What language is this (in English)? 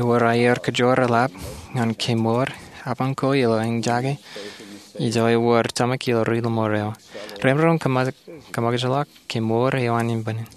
Marshallese